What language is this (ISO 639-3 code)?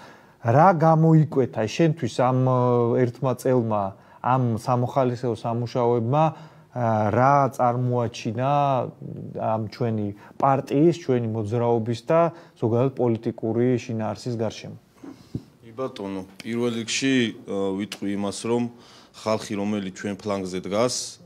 kat